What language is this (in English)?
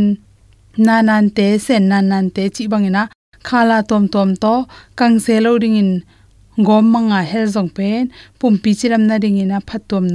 Tedim Chin